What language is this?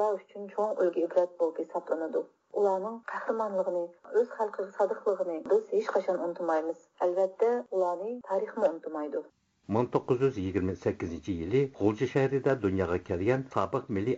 Uyghur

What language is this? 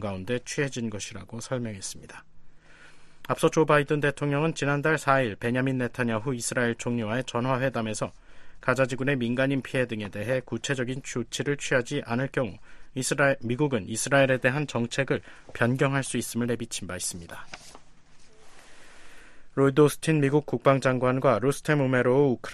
Korean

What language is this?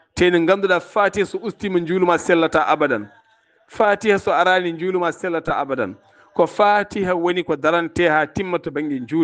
Fula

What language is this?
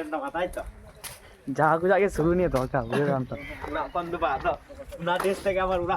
Santali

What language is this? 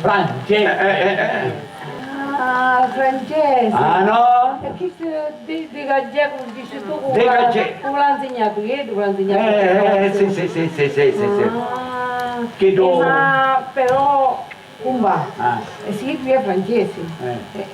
Sicilian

